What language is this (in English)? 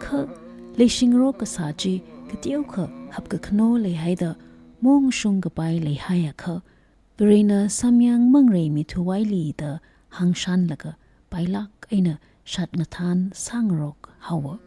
Tangkhul Naga (India)